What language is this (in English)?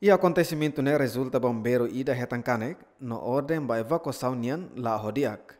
Tetum